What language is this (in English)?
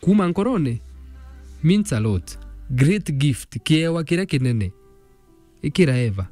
Meru